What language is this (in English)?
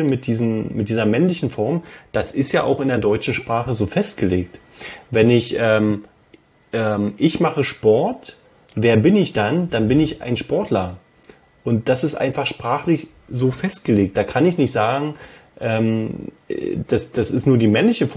German